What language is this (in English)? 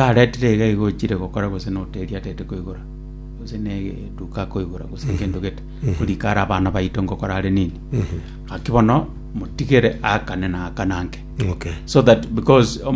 Gusii